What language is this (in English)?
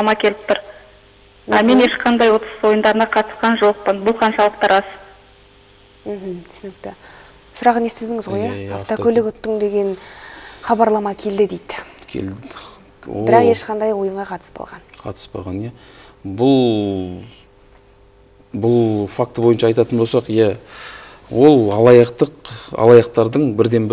Kazakh